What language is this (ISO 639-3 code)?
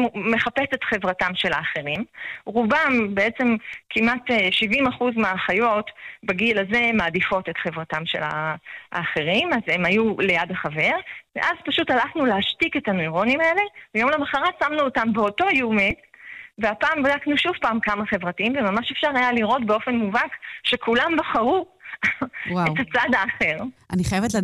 heb